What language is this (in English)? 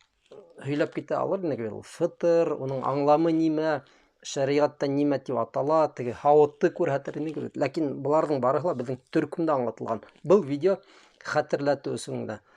Bashkir